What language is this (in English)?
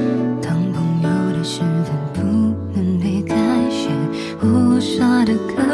Chinese